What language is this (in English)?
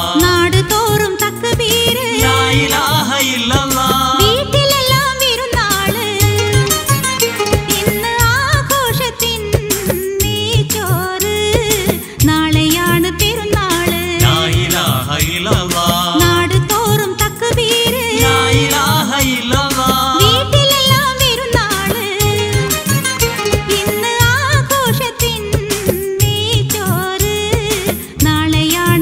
Malayalam